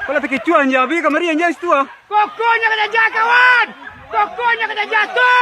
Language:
Minangkabau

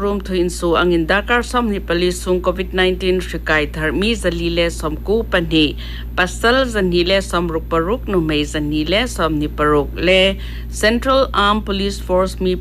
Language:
Hmar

